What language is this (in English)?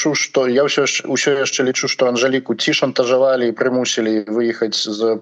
Belarusian